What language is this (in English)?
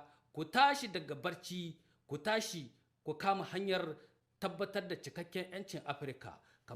Hausa